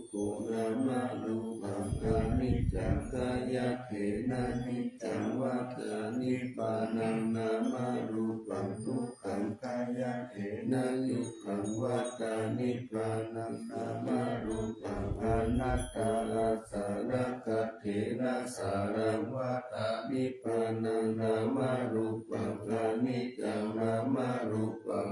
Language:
Pali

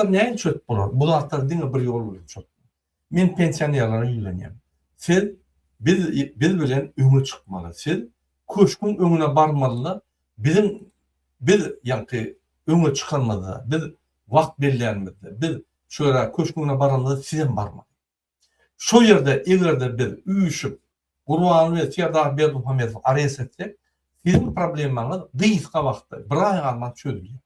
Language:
Turkmen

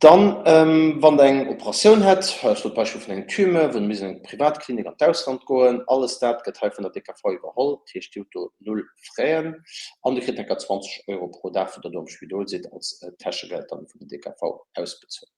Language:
Luxembourgish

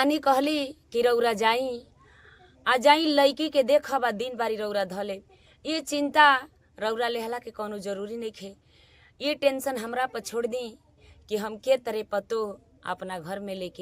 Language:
Bhojpuri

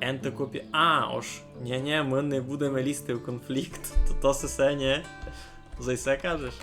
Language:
Rusyn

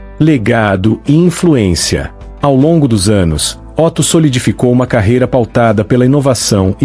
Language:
Portuguese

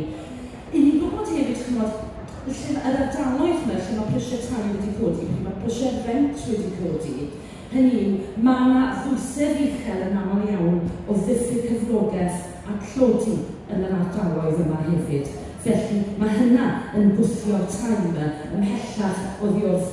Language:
Welsh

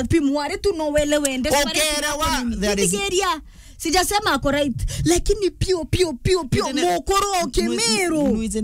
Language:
Meru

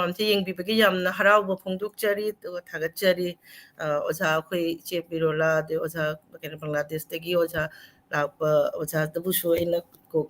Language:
Manipuri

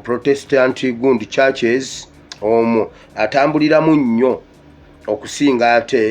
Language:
Ganda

